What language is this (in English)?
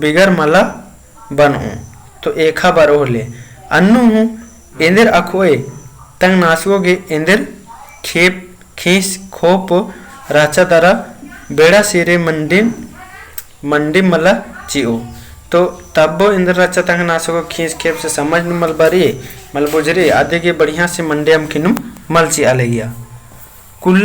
Kurukh